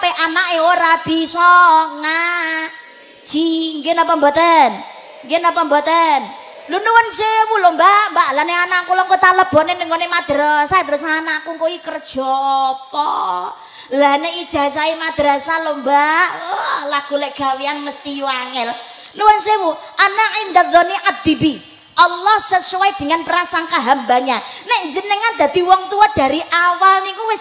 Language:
Javanese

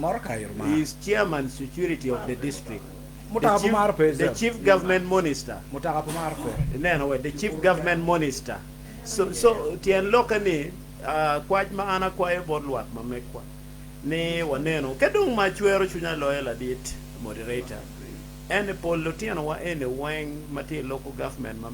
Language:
Acoli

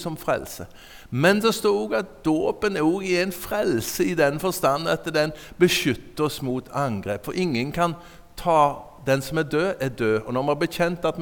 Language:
Norwegian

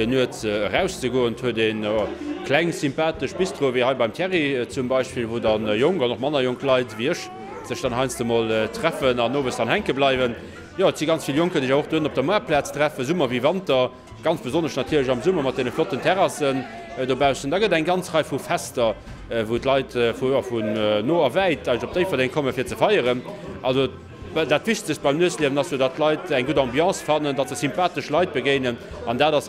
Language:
Luxembourgish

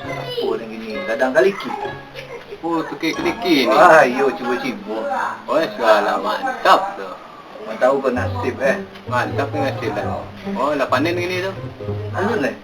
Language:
Minangkabau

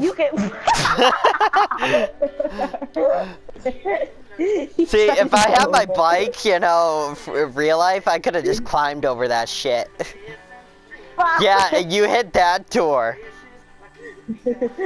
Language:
English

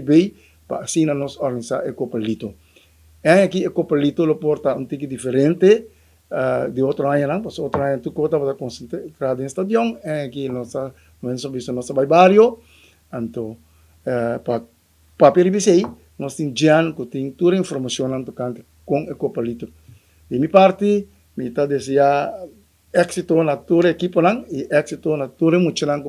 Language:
Papiamento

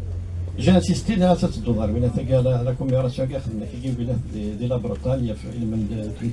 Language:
Kabyle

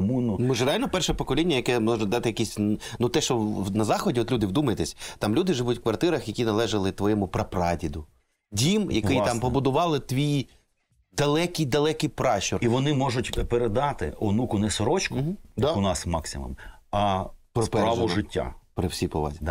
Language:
Ukrainian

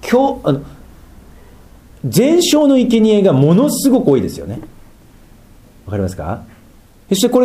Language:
Japanese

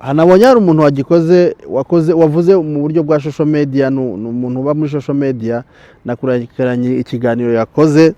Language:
Kinyarwanda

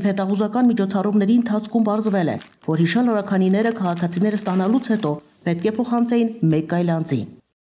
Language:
Armenian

